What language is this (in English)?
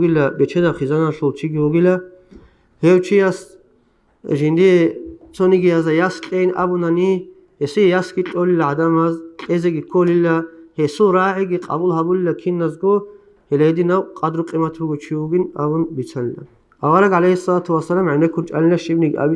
Avaric